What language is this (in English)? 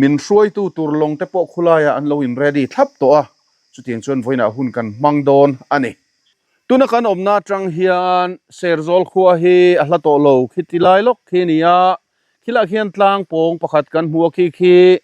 Mizo